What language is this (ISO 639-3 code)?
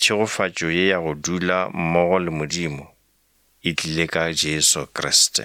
nso